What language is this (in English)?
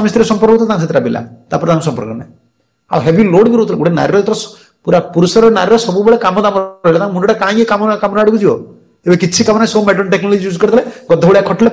Odia